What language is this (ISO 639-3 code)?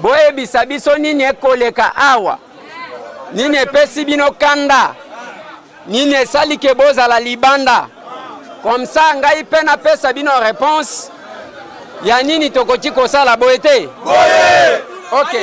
lin